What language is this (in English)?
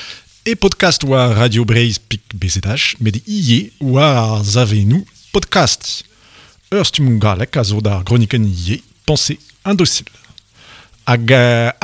Breton